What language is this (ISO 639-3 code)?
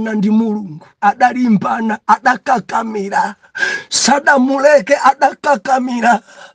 nya